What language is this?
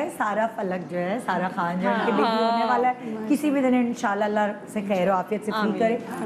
Urdu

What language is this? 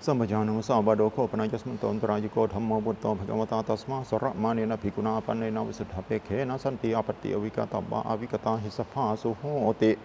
Pali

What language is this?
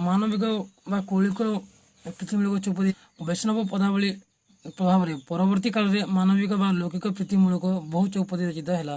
Odia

